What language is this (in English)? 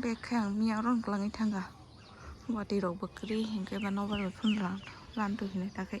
Kok Borok